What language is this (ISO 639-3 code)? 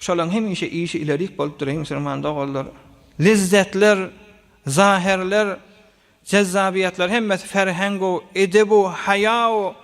tuk